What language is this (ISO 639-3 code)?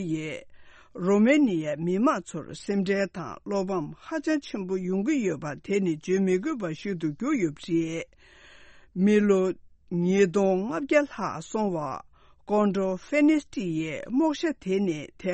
bod